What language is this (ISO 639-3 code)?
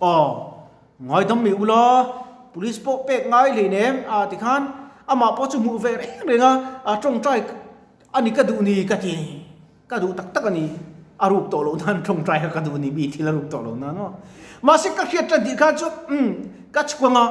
lus